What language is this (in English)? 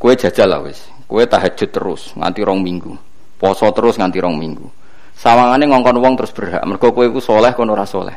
Javanese